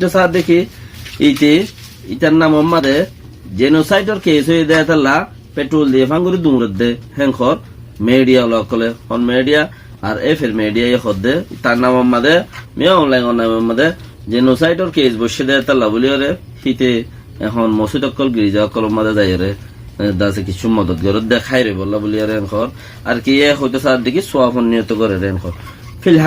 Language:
Rohingya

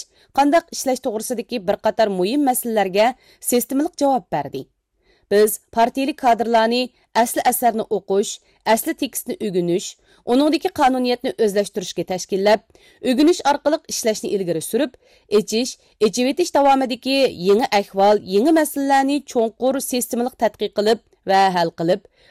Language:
Uyghur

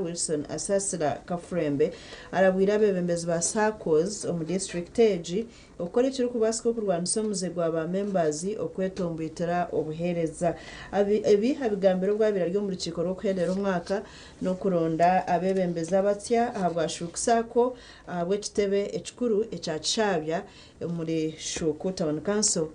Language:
Nyankole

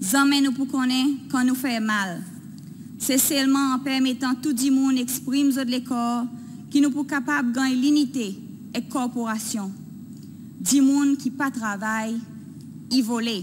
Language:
Seselwa Creole French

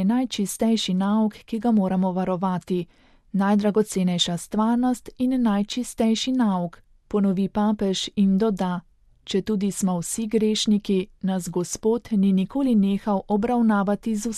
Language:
Slovenian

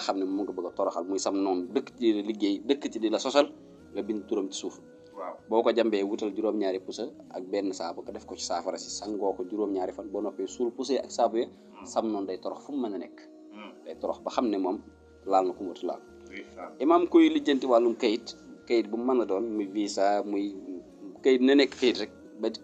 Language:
Wolof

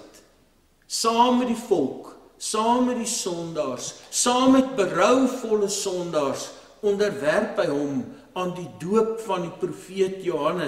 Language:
Afrikaans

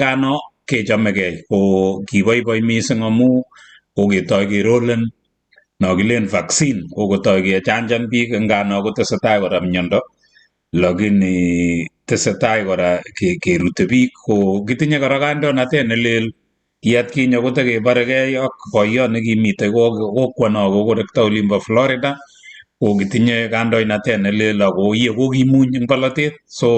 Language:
Kalenjin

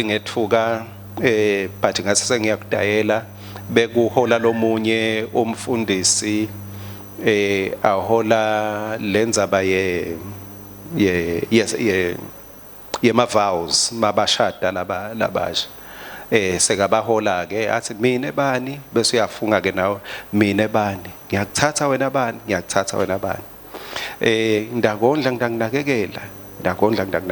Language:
Swati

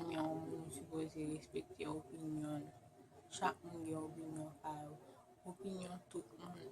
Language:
Haitian Creole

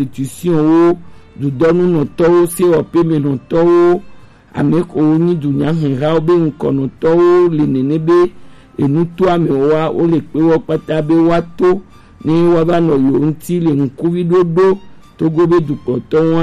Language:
Gen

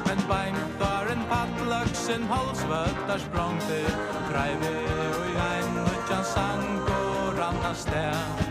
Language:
Faroese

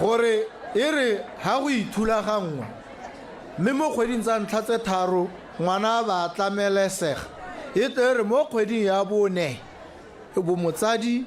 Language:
Tswana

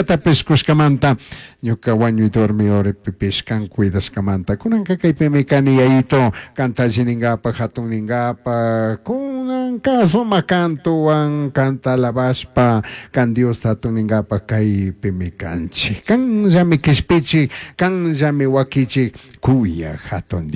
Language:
Chimborazo Highland Quichua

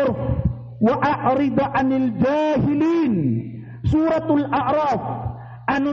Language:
Maranao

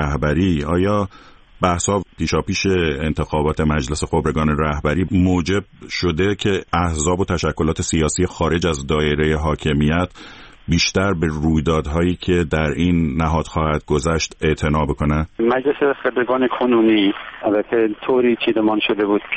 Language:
Persian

